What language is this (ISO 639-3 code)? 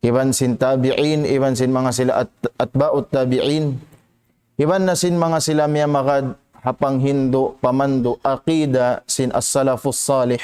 tsg